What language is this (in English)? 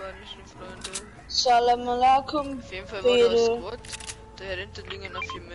Bavarian